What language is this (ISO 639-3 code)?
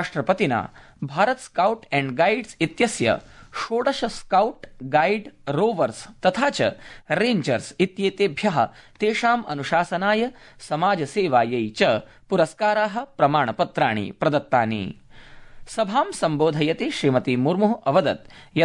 san